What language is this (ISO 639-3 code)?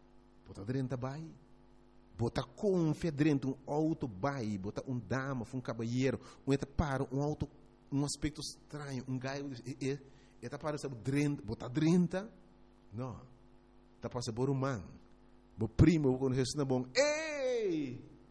pap